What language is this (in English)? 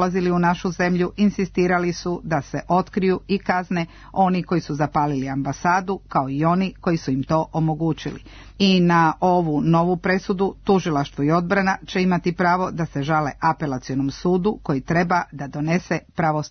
Serbian